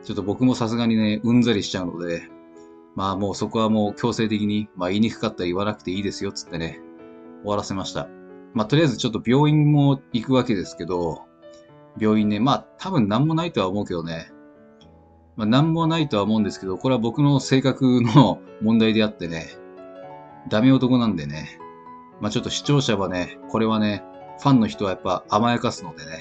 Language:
Japanese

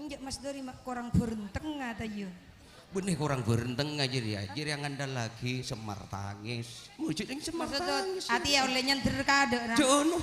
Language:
Madurese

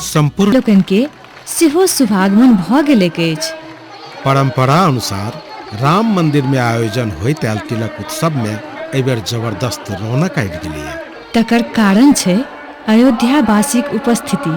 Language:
Maithili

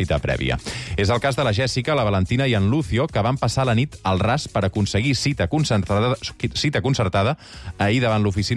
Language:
Catalan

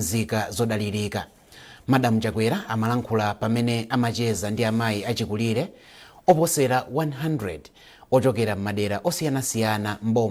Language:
Nyanja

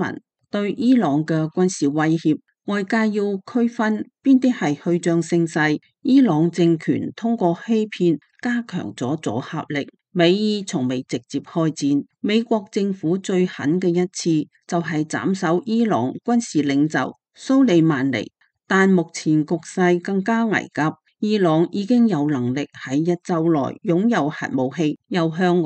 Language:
Cantonese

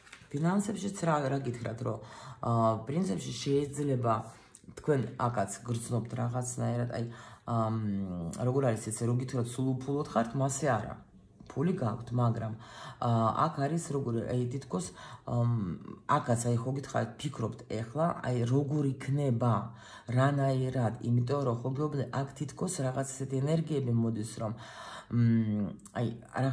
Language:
Georgian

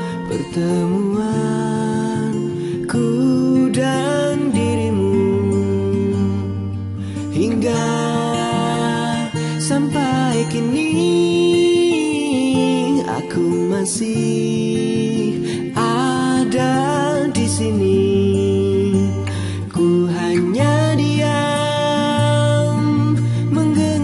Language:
Indonesian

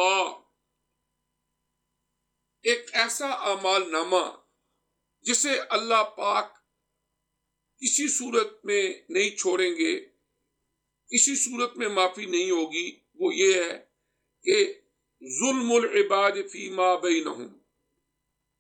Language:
Urdu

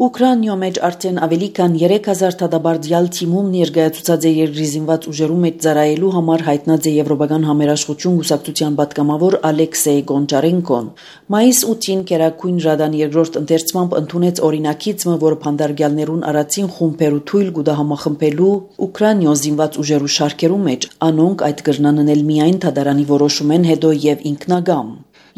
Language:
Armenian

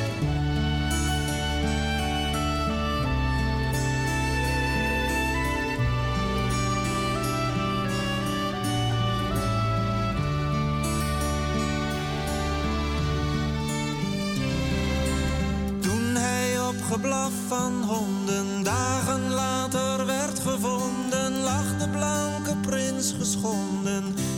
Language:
Dutch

